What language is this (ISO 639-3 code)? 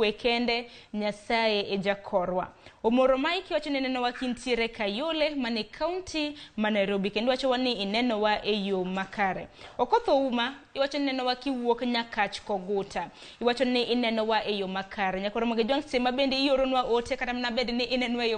luo